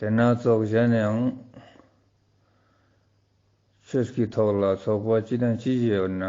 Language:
Ladakhi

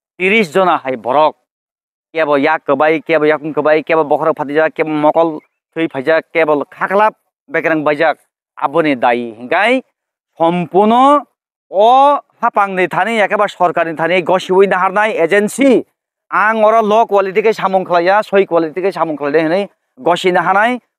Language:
Kok Borok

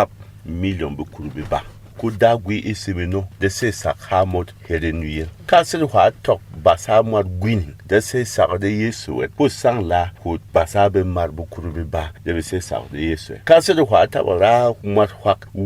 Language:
Berom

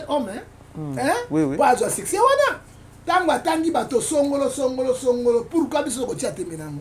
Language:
Lingala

